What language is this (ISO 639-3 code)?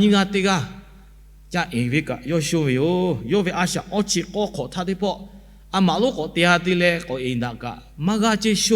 lhu